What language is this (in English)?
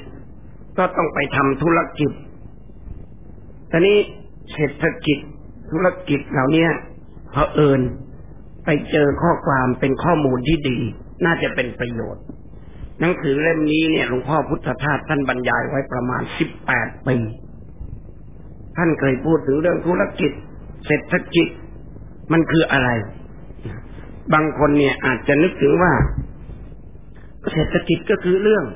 Thai